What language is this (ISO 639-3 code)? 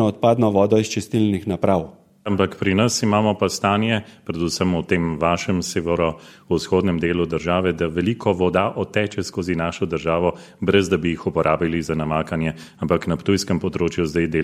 slv